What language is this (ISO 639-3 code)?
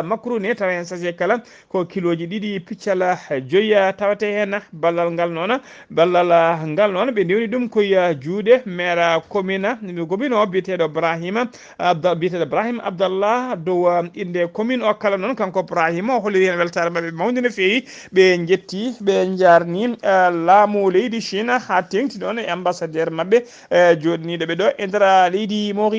ful